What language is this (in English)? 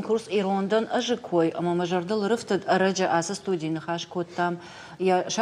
Ossetic